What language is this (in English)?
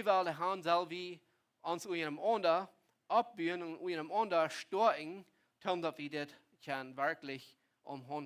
Plautdietsch